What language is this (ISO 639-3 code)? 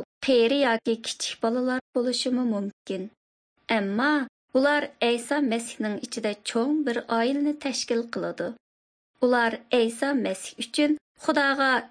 uig